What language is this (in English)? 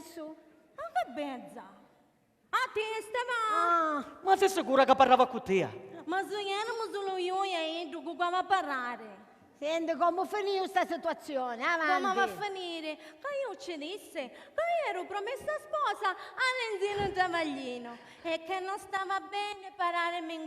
Sicilian